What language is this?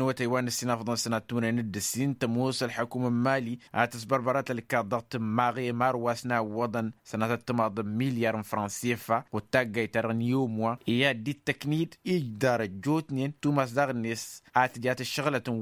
Tamasheq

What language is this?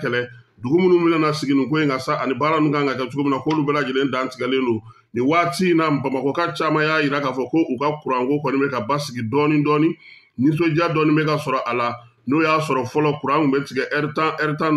Bambara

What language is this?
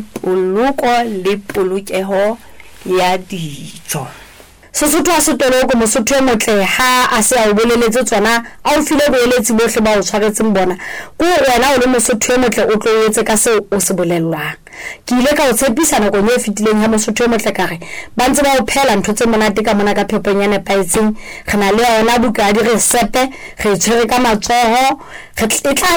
Southern Sotho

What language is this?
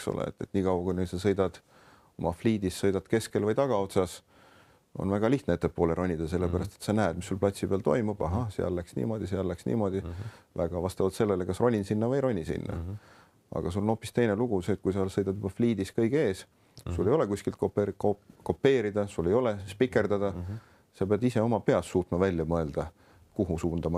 Estonian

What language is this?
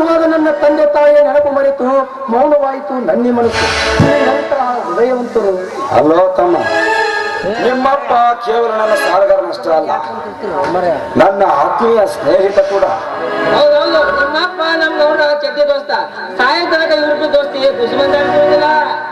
Kannada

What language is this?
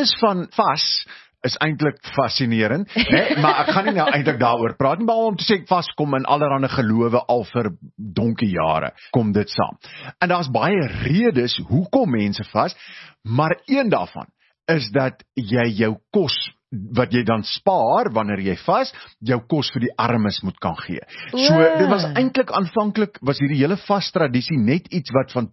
Afrikaans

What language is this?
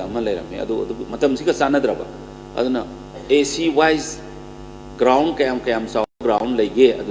Manipuri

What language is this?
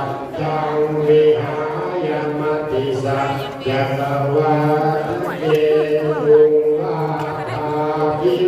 Pali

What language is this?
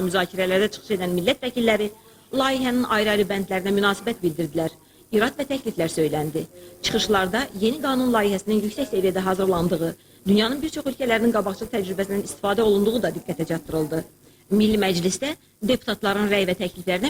Azerbaijani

